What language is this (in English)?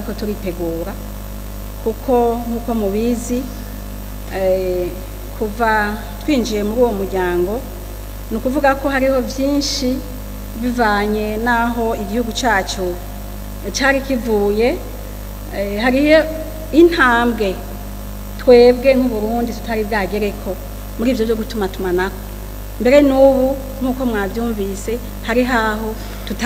Rundi